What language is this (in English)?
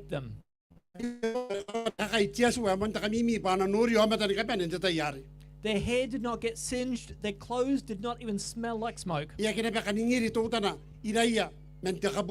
Gilbertese